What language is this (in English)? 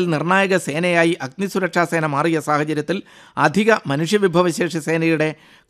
Malayalam